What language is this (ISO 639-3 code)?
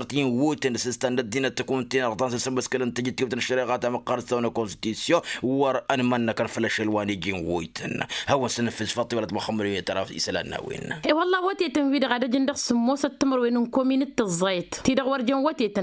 taq